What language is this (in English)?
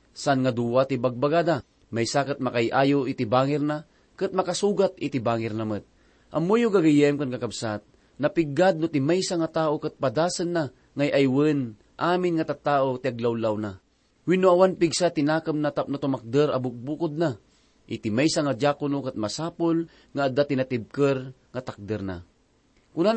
Iloko